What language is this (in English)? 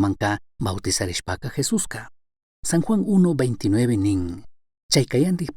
Chimborazo Highland Quichua